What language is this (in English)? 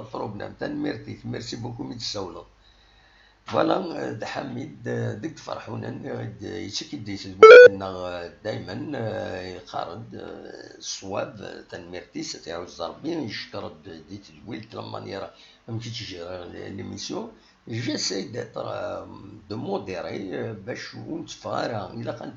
Kabyle